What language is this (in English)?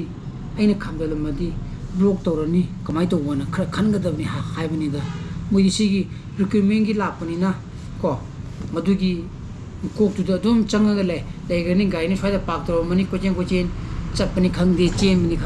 Manipuri